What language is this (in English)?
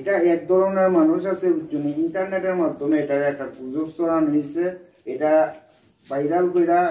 Sylheti